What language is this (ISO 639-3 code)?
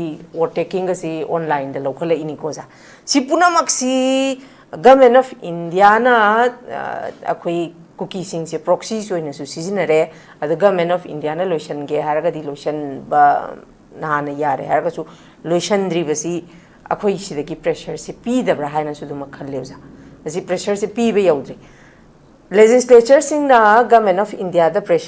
mni